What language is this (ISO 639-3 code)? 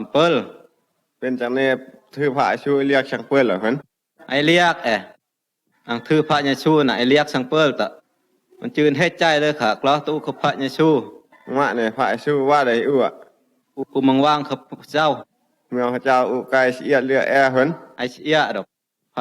prt